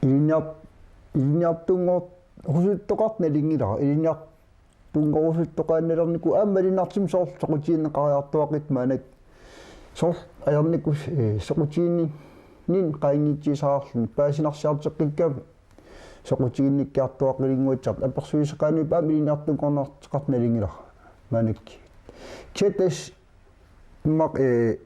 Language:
Kalaallisut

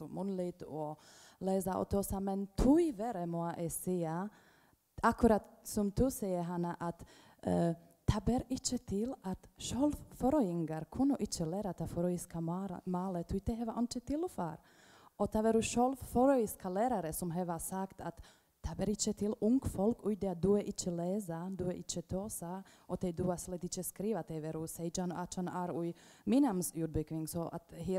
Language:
Faroese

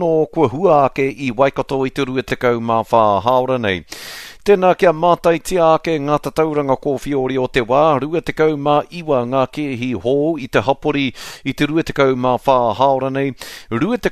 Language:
Māori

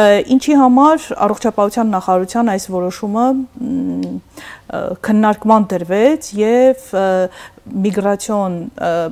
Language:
Armenian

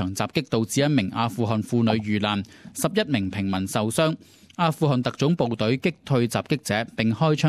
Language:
Cantonese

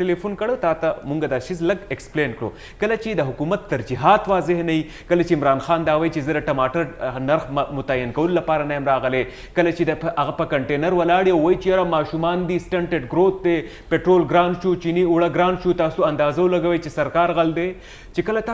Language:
Pashto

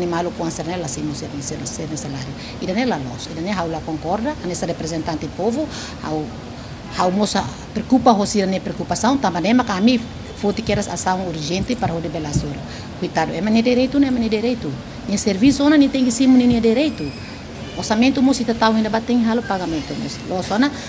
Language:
Tetum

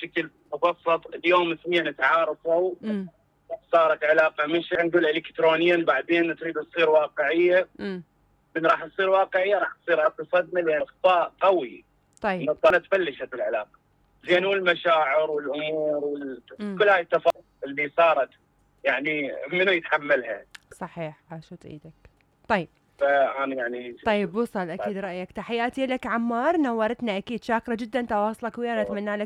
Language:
Mesopotamian Arabic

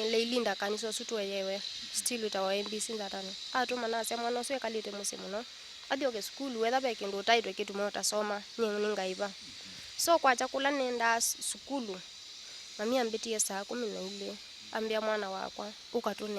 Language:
Kamba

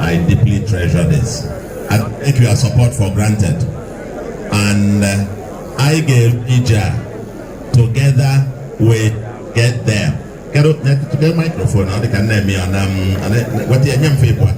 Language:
Igbo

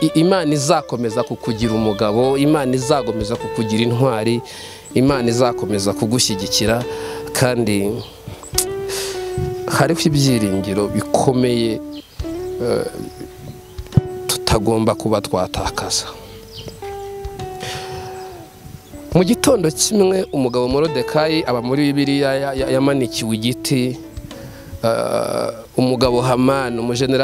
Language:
Kinyarwanda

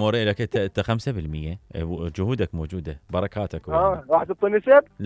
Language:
Mesopotamian Arabic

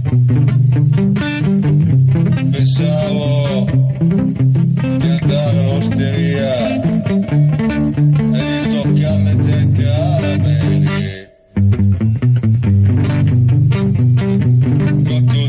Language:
Italian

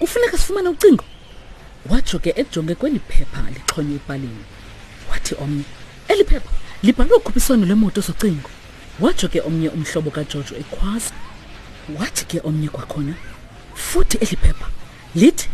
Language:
Xhosa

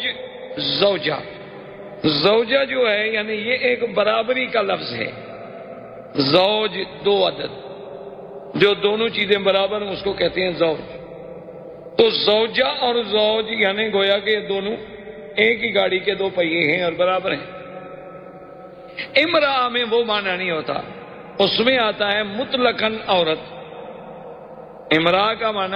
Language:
Urdu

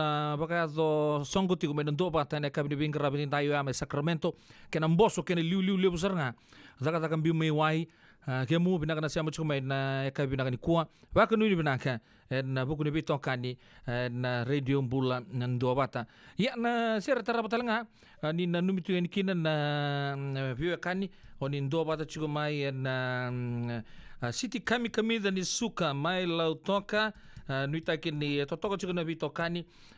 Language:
Fijian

